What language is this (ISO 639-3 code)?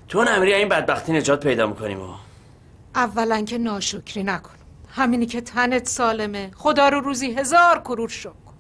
fas